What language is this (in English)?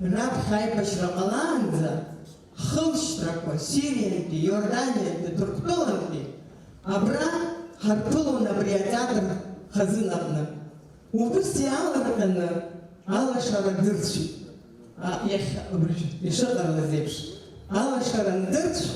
Abkhazian